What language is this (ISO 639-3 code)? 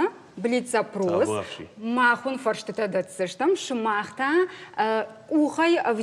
oss